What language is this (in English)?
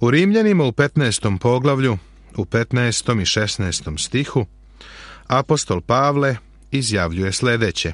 Serbian